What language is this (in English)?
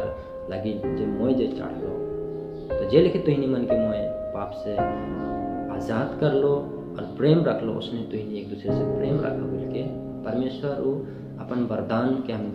Sadri